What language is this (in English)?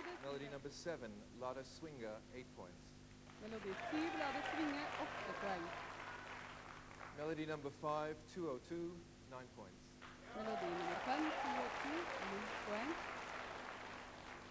Norwegian